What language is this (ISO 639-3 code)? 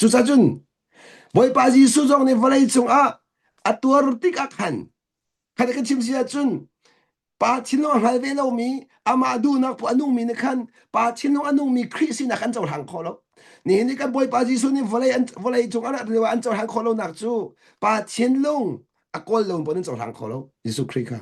cnh